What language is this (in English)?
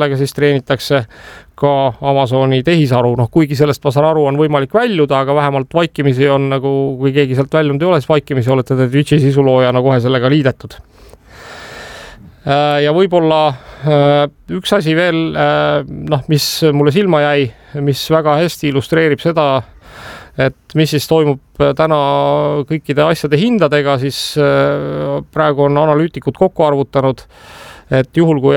Estonian